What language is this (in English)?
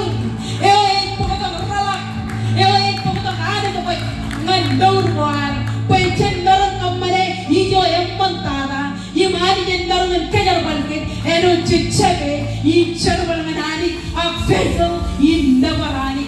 Marshallese